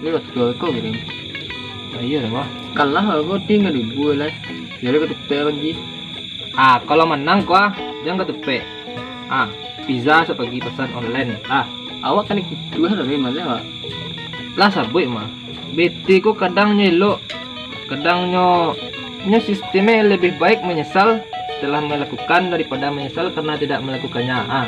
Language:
Minangkabau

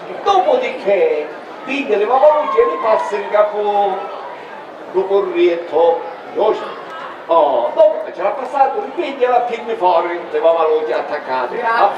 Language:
Sicilian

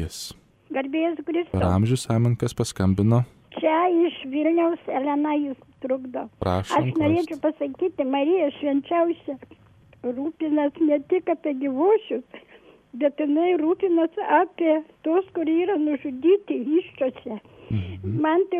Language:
Lithuanian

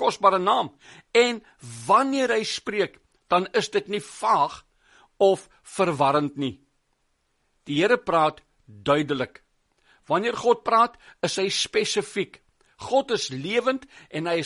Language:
Afrikaans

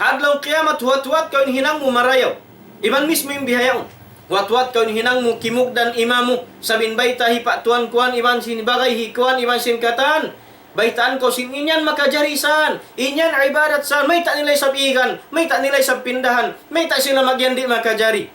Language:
Tausug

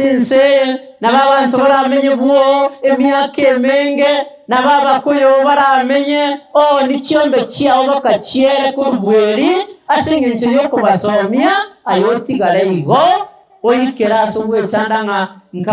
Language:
Gusii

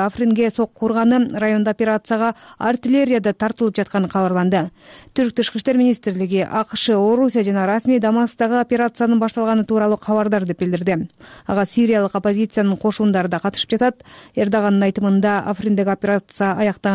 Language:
Kyrgyz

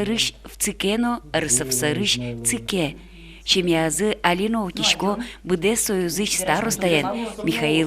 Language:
Udmurt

